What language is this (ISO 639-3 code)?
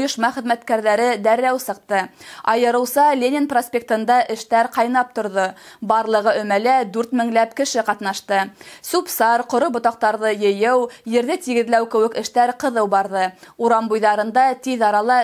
bak